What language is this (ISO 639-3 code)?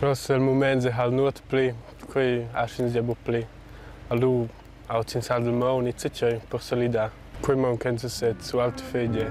roh